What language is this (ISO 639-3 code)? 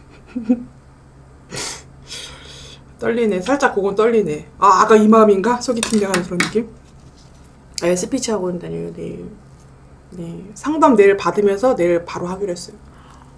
kor